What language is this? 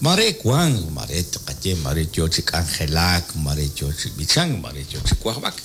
Kekchí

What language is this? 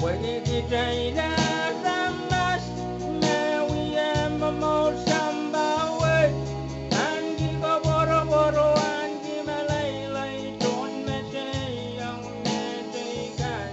Pohnpeian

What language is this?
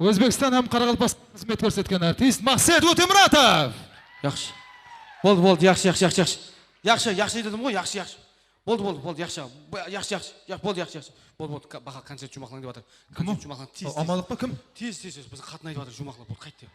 Kara-Kalpak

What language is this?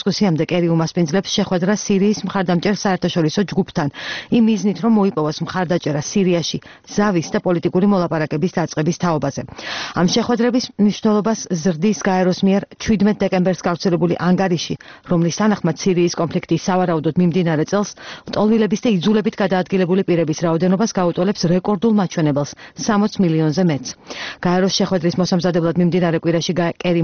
Georgian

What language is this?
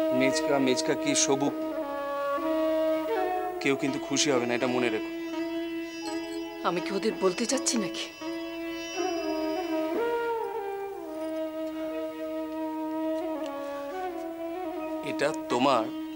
Bangla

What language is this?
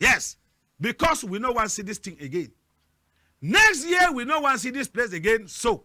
Cameroon Pidgin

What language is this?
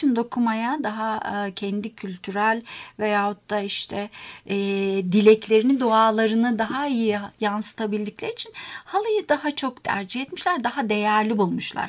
Turkish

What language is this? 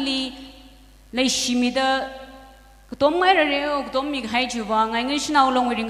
Tangkhul Naga (India)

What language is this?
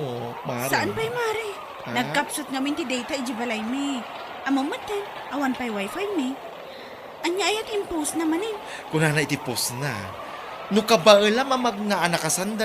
Iloko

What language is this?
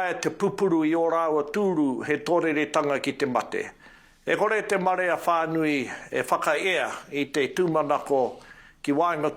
Māori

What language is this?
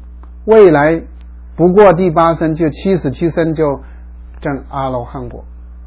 Chinese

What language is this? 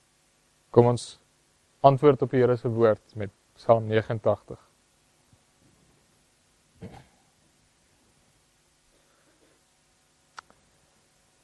Afrikaans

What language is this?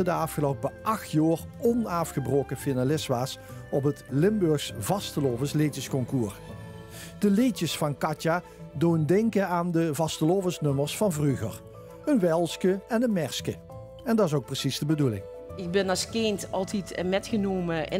Limburgish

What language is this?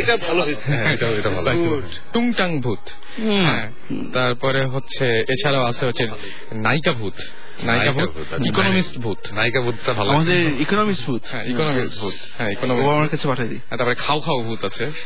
Bangla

